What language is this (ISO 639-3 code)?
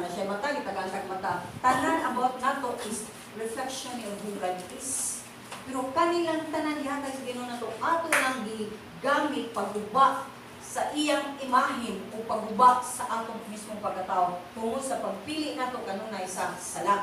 ceb